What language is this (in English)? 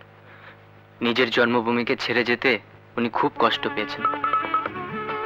Bangla